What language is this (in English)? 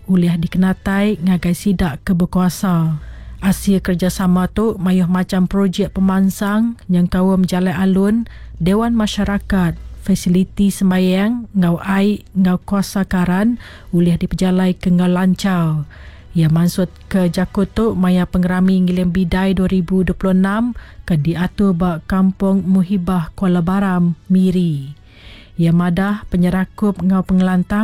Iban